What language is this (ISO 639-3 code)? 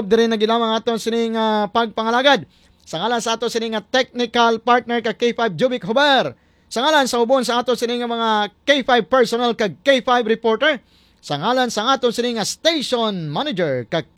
hil